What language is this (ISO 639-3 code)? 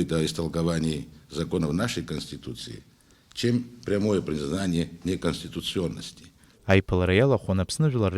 abk